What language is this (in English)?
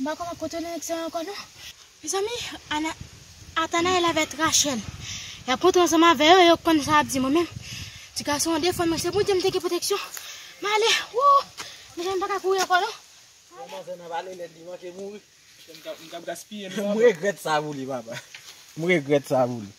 Haitian Creole